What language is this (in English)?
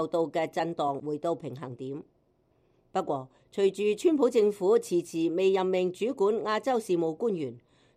Cantonese